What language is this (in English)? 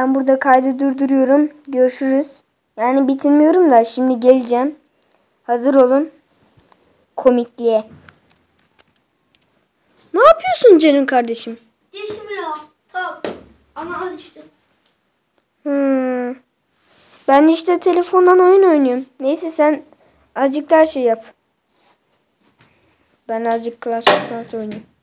Turkish